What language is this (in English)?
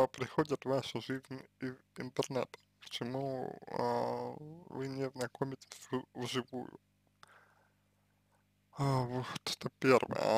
Russian